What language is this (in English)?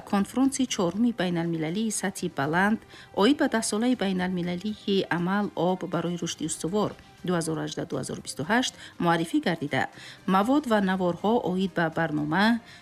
Tajik